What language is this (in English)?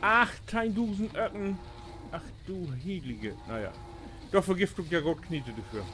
Low German